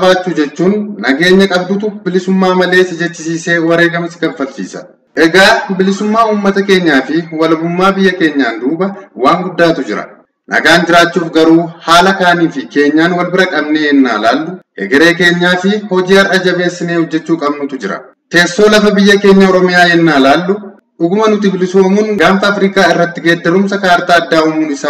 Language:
Oromo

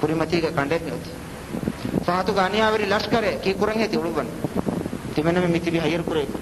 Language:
Divehi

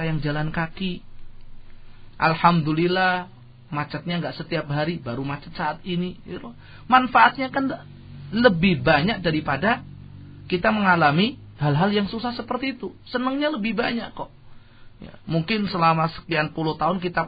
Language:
Indonesian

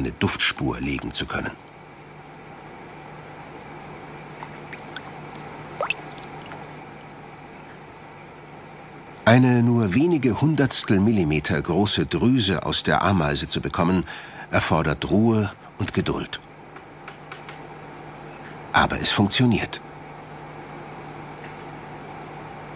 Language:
German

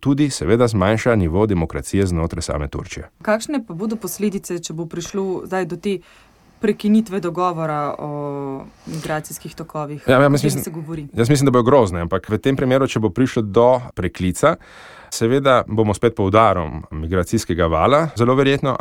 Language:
Slovenian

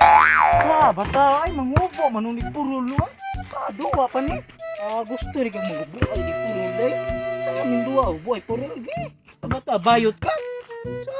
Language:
Cebuano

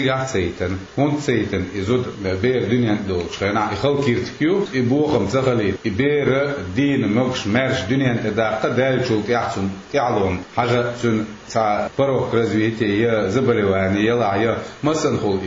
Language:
Chechen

